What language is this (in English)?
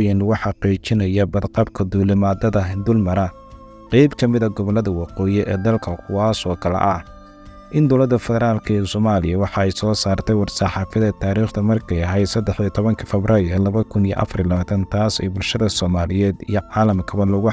Somali